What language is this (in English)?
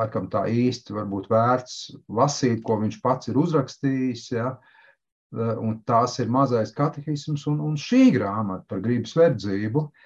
Latvian